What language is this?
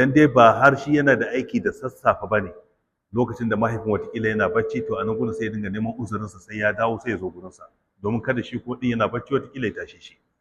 Hausa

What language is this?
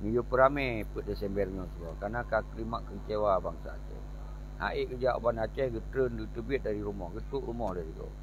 Achinese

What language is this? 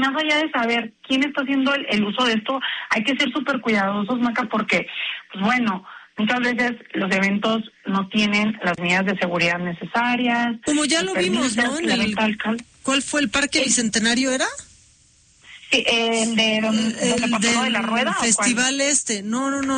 Spanish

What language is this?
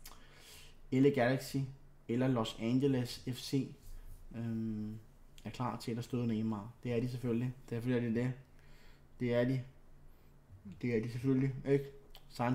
Danish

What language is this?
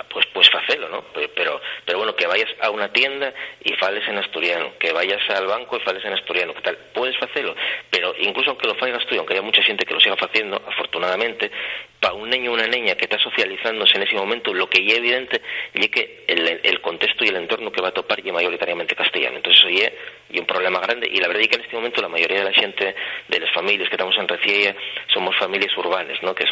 Asturian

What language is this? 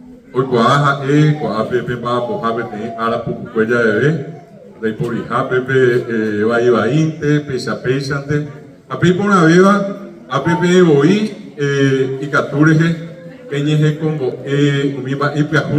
Guarani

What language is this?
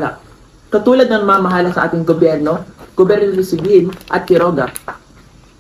Filipino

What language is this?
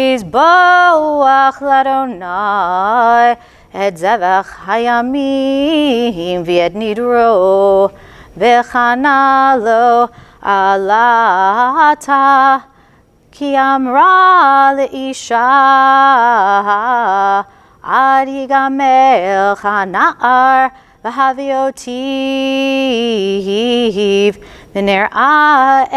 Hebrew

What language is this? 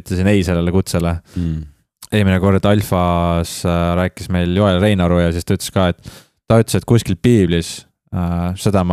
Estonian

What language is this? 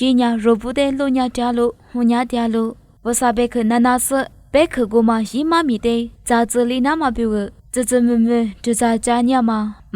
Lisu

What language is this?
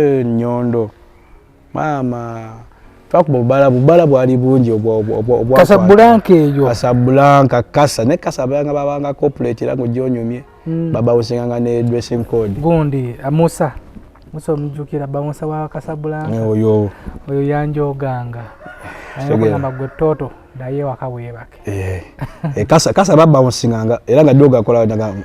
Ganda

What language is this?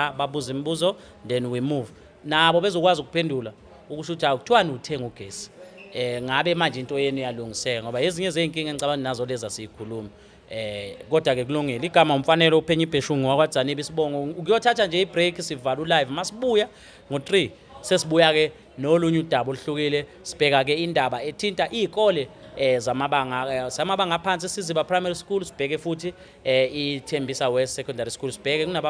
Zulu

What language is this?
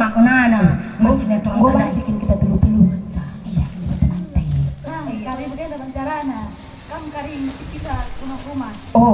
Batak Karo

